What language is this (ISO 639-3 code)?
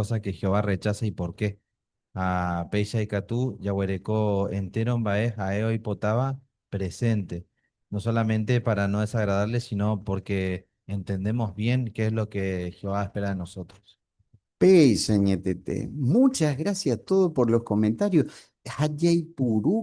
grn